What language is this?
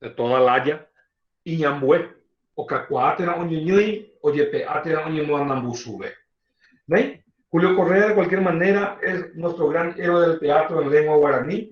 Guarani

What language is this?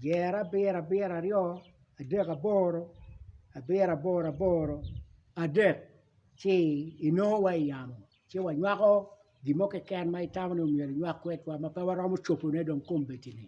Acoli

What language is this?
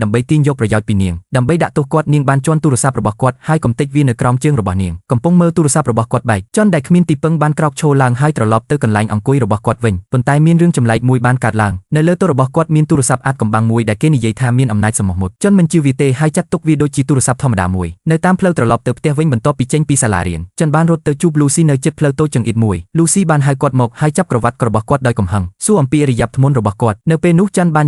Khmer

